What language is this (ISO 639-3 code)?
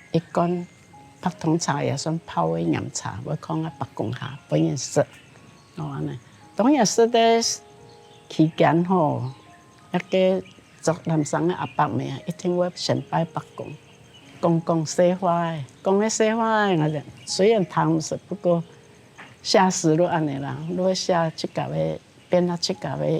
hak